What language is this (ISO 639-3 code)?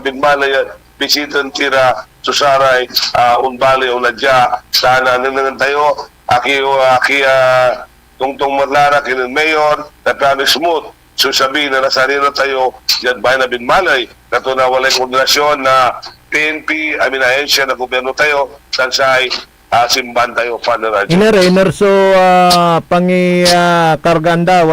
pag